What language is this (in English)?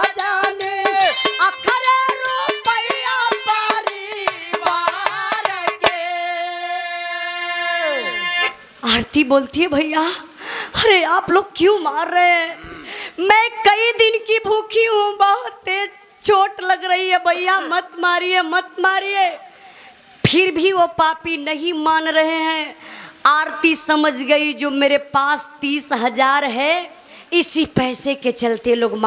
Bhojpuri